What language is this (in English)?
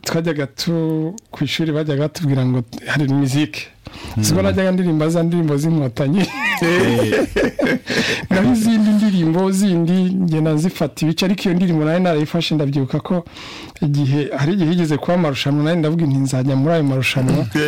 Kinyarwanda